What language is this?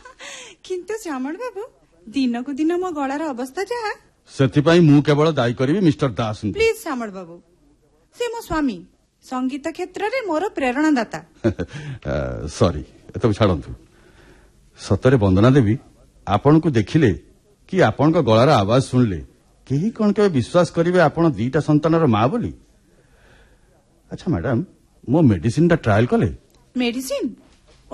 Odia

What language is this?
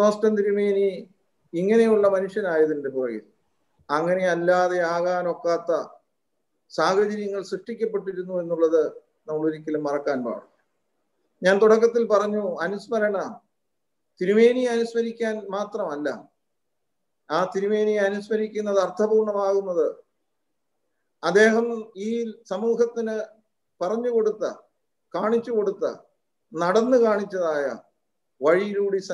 Malayalam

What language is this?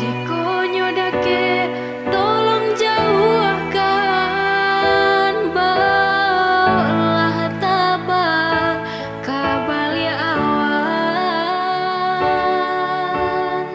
Minangkabau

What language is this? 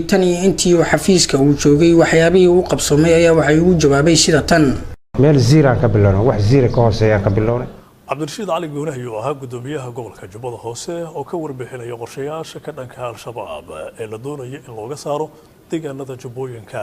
Somali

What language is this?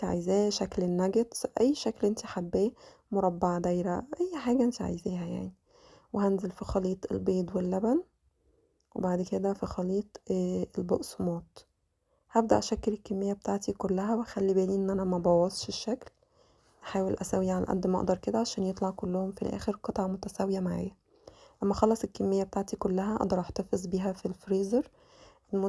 Egyptian Arabic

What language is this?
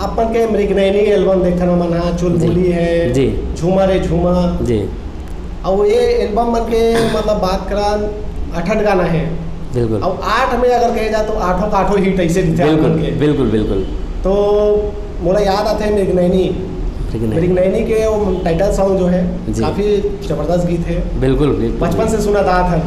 Chhattisgarhi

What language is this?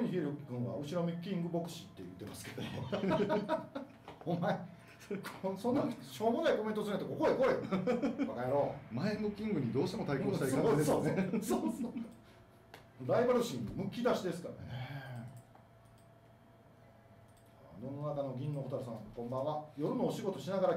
Japanese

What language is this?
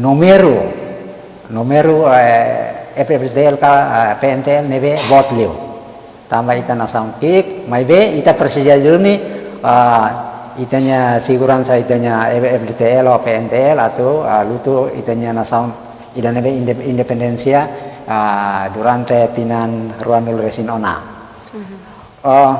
Tetum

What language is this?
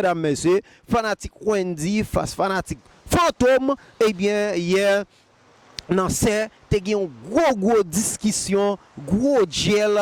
Haitian Creole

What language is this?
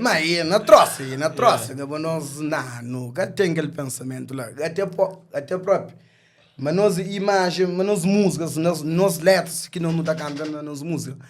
Kabuverdianu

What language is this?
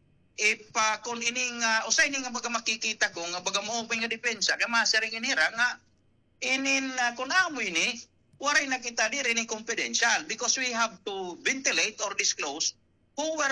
Waray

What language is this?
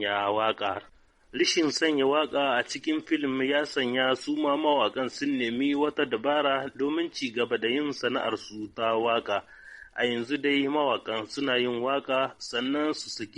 Hausa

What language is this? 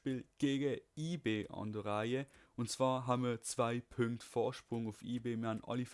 Swiss German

